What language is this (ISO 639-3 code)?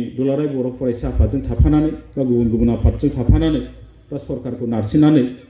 brx